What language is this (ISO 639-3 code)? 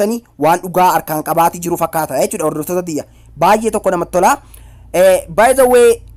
orm